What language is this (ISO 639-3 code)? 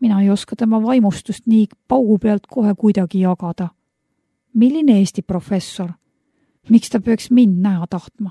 est